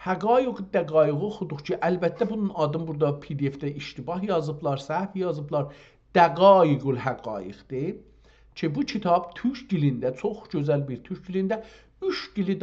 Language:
South Azerbaijani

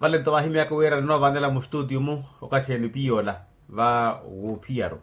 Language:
Makhuwa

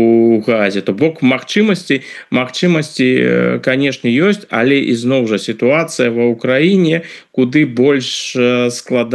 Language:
Belarusian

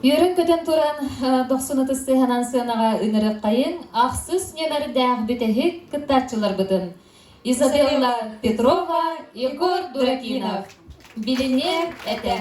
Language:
Yakut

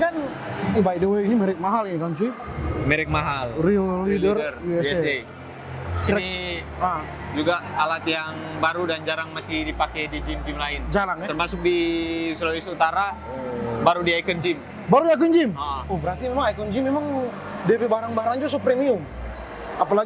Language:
Manado Malay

